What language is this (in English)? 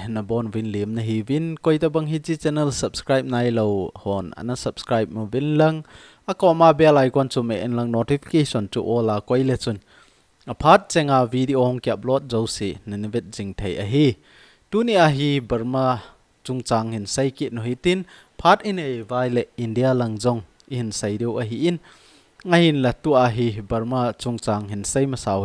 Thado Chin